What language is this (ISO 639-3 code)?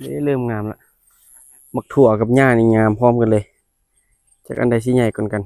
lao